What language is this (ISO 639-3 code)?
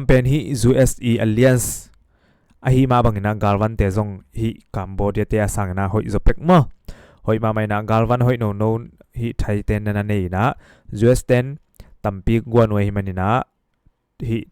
ctd